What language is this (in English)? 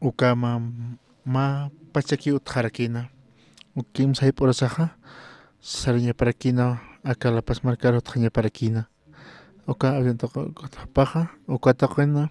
Aymara